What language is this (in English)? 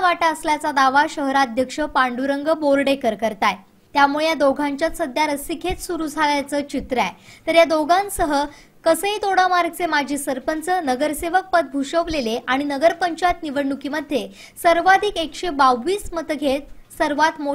Marathi